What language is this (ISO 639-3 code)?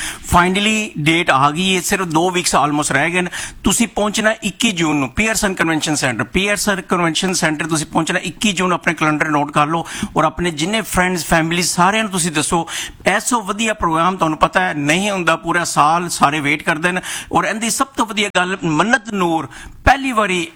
pan